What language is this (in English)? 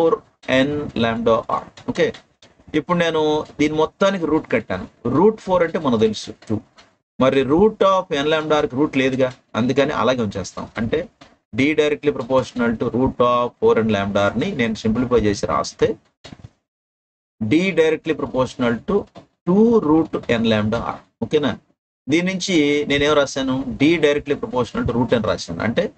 Telugu